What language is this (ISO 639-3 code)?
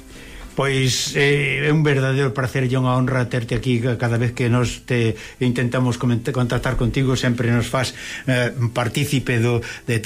glg